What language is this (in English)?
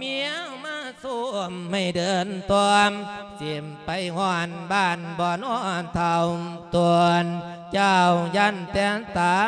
Lao